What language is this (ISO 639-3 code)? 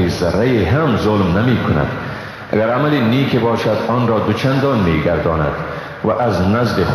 fas